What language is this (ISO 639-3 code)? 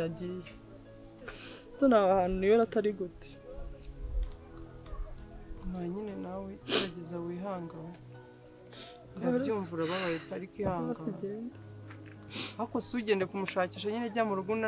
kin